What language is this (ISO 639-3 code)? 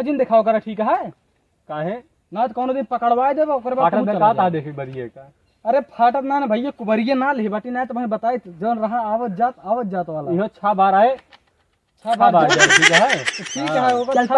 awa